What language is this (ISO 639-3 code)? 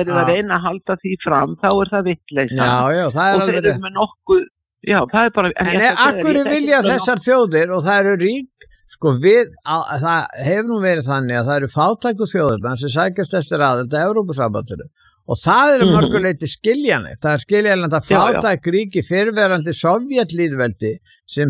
isl